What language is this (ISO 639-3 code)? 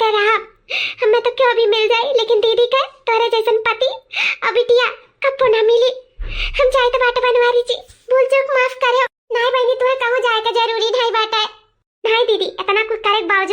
awa